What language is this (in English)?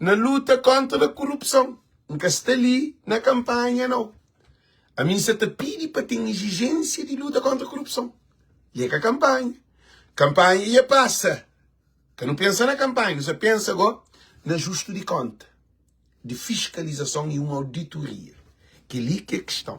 Kabuverdianu